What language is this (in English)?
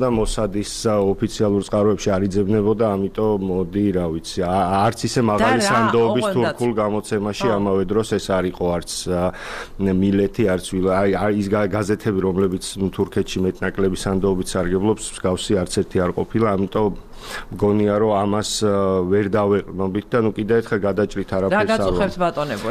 Georgian